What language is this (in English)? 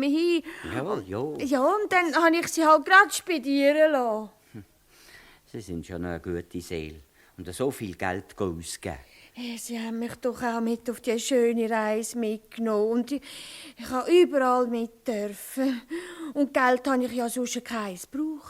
Swiss German